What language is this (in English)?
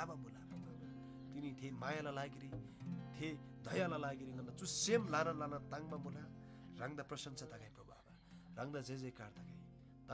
Eastern Tamang